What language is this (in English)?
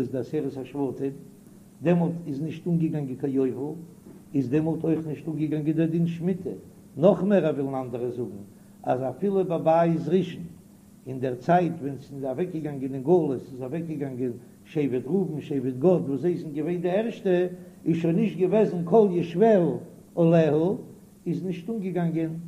Yiddish